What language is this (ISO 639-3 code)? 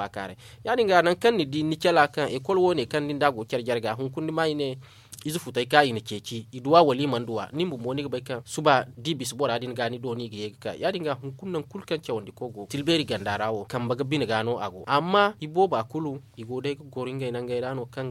dje